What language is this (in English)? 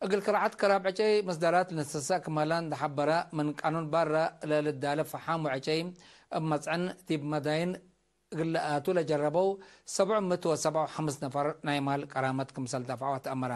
Tigre